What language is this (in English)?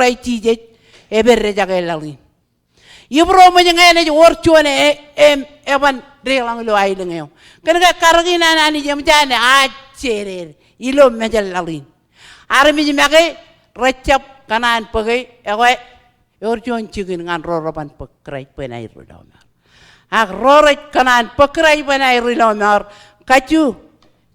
Marshallese